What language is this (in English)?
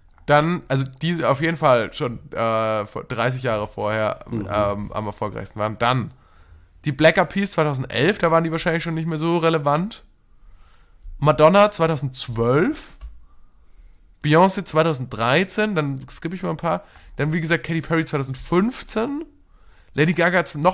German